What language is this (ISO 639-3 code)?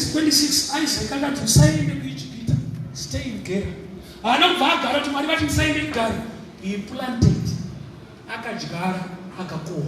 sna